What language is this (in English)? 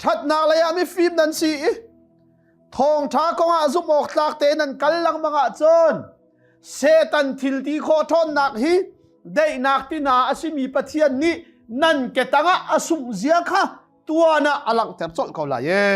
Hakha Chin